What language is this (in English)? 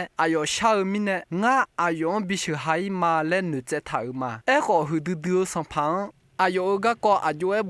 Akha